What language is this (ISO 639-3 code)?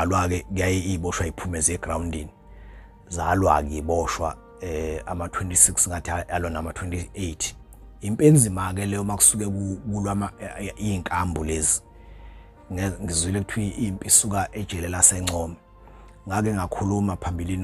zul